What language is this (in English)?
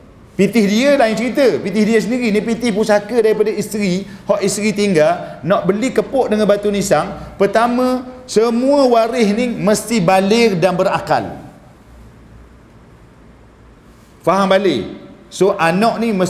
Malay